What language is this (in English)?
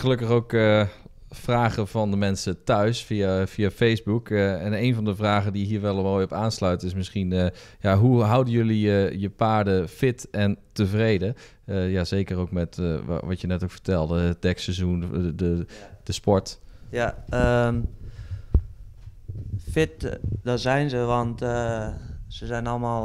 Dutch